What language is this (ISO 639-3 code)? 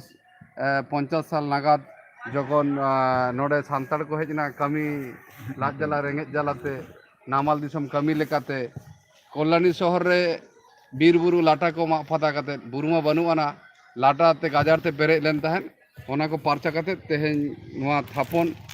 sat